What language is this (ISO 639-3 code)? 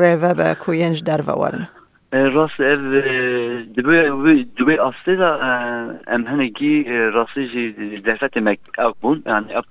kur